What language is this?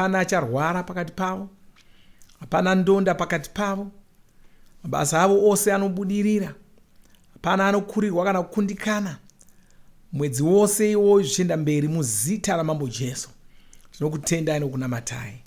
Shona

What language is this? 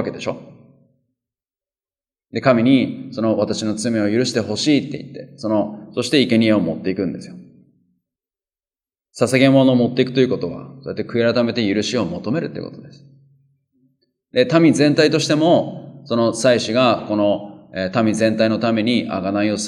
Japanese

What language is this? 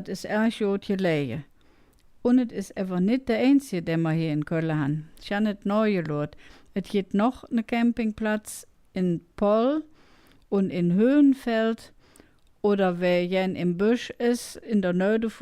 Colognian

